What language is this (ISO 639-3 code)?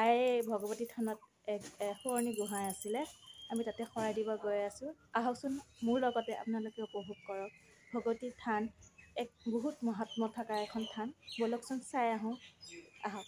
asm